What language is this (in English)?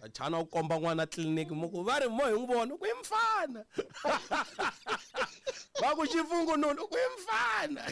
Tsonga